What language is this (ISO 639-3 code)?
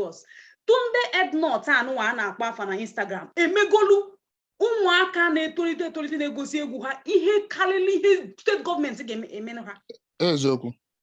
ibo